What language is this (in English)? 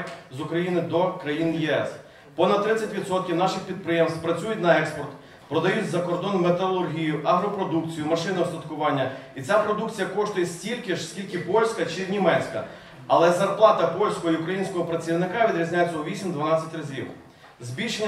Ukrainian